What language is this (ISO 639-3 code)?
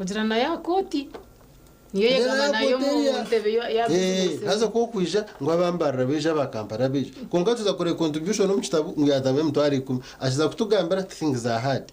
nyn